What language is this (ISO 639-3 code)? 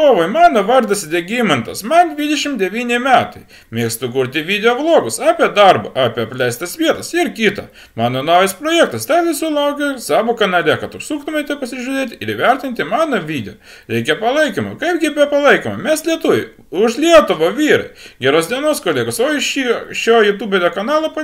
lit